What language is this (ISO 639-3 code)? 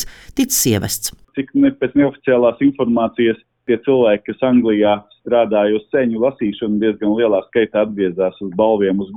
lav